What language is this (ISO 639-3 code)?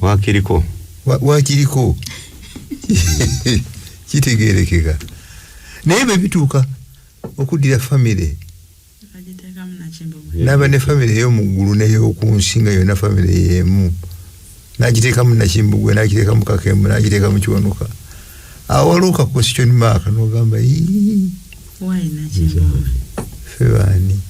lug